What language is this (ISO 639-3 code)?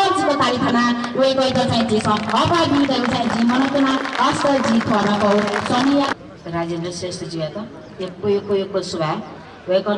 new